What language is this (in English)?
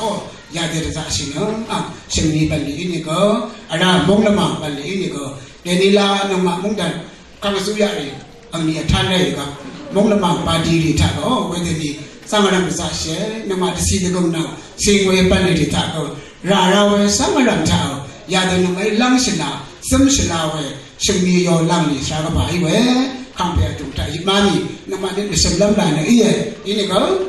Rawang